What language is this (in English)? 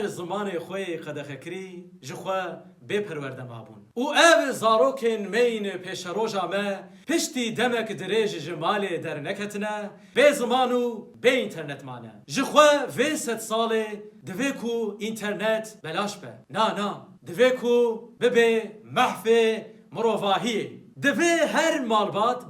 Kurdish